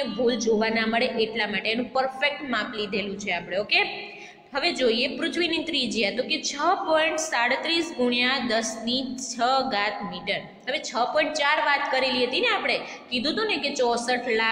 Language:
Gujarati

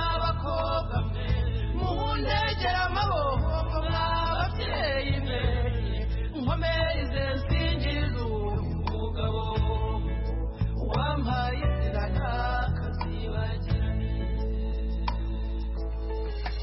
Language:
Kinyarwanda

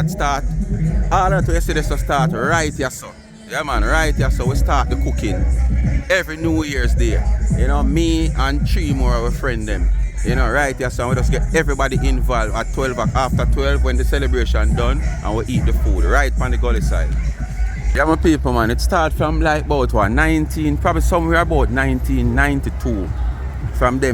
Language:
Jamaican Creole English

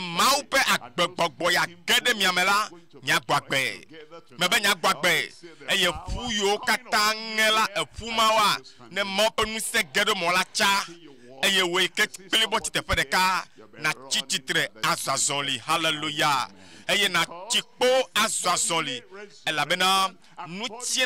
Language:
Ewe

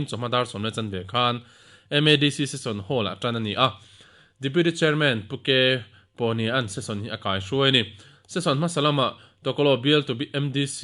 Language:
Mizo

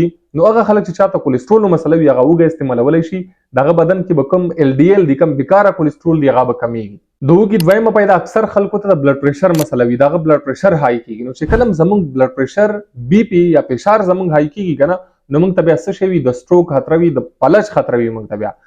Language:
Pashto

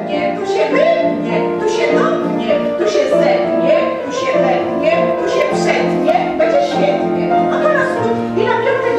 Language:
Polish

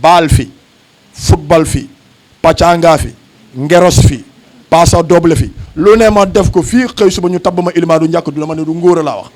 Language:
Wolof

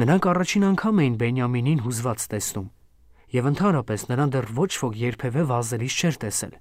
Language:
Armenian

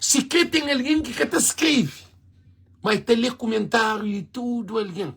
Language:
Kabuverdianu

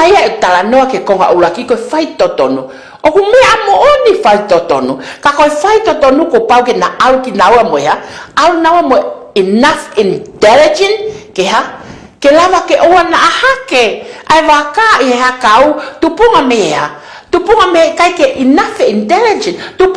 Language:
Tongan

